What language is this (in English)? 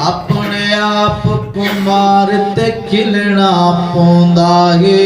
Saraiki